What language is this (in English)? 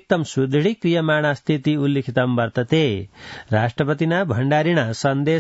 Sanskrit